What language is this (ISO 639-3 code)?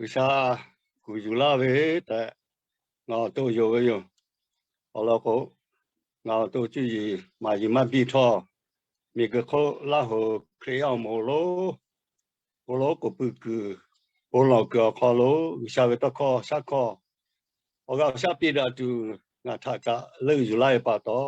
lhu